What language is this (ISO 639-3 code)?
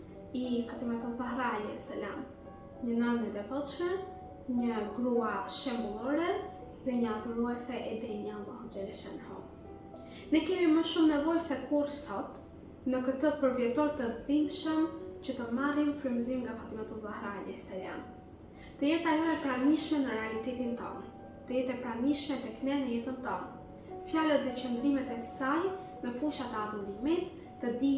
sqi